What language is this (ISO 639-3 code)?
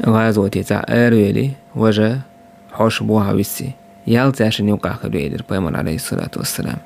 che